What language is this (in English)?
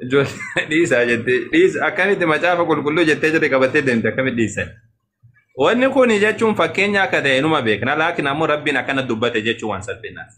Oromo